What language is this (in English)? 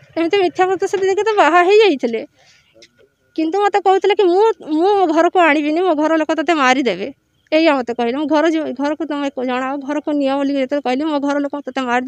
Odia